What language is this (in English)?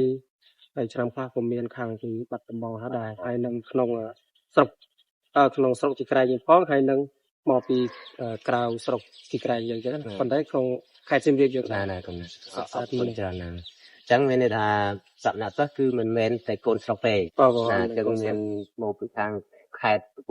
Khmer